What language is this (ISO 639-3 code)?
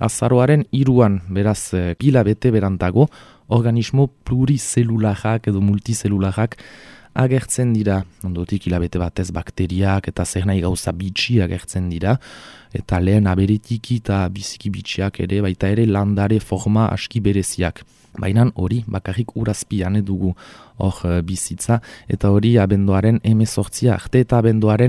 eus